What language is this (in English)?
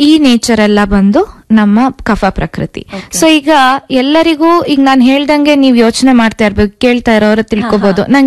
Kannada